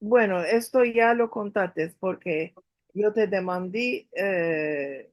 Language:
Ladino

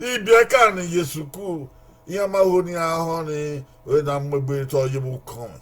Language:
Bini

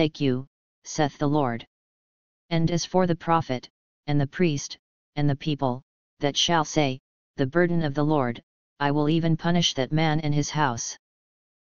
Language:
English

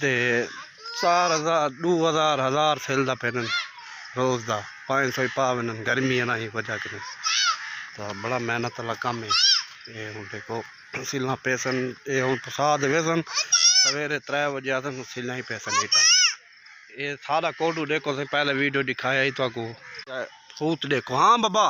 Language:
Saraiki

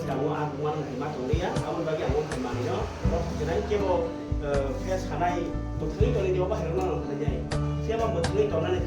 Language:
Kok Borok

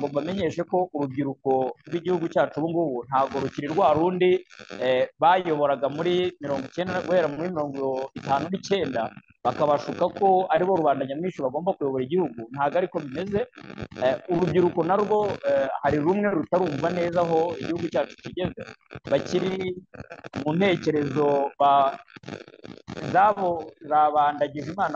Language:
Kinyarwanda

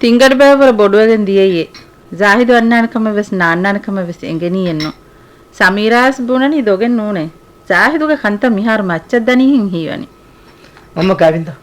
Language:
Divehi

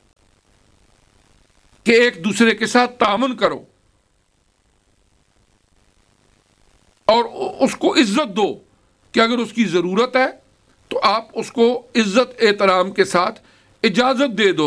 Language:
Urdu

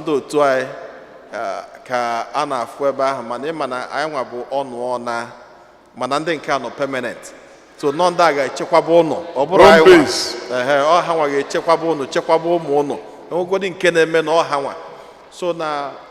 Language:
Igbo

